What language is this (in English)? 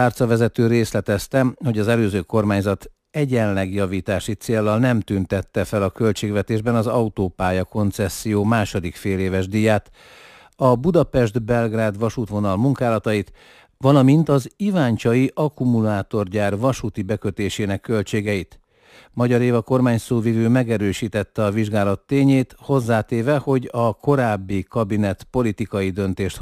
Hungarian